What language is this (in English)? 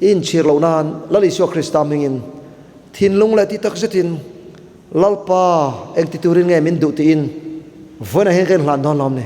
Mizo